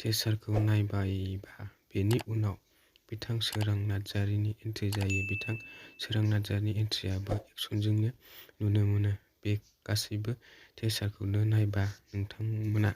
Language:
Bodo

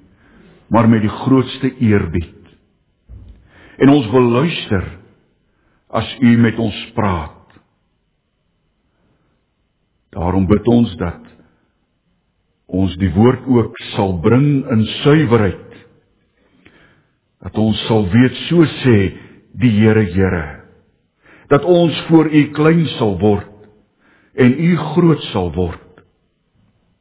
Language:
Afrikaans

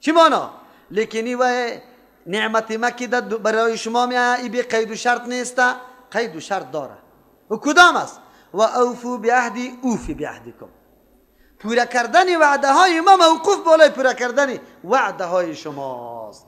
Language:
Persian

